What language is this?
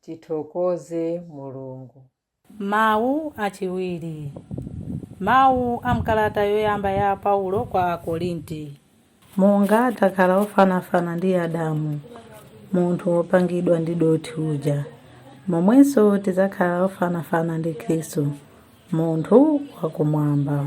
Nyanja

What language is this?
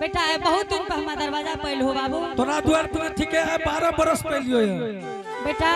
Angika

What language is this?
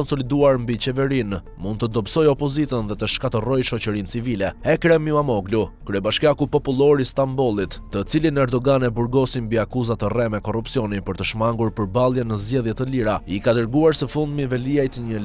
Albanian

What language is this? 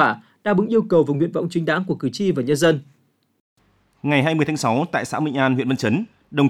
Vietnamese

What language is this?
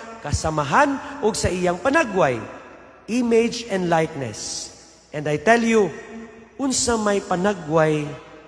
Cebuano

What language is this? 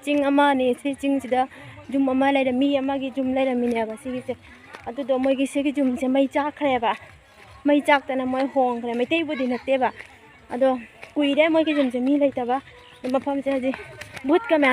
Manipuri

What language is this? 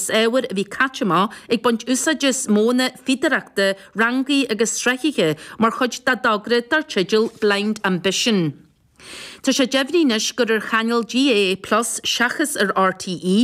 Irish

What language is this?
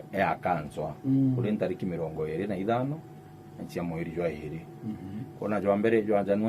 Meru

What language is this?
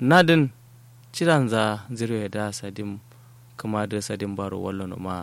Kanuri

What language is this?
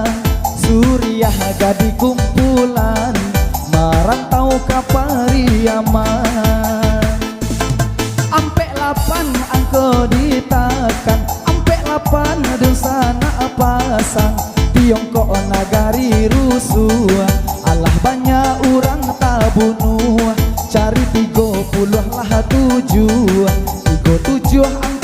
Minangkabau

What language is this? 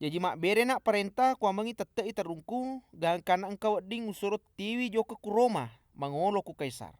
Buginese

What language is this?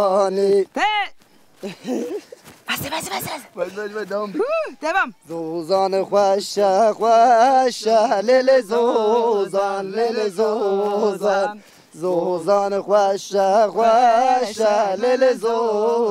Zaza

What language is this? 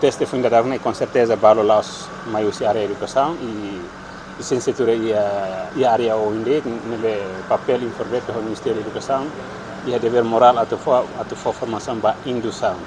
Tetum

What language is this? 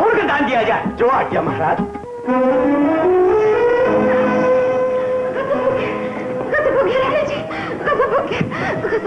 Hindi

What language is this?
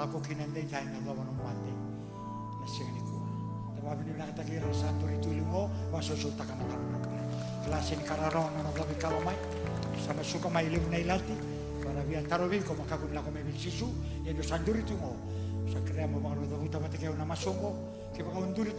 Fijian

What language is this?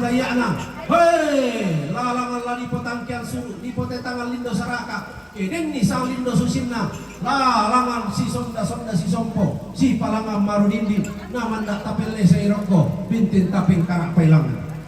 Toraja-Sa'dan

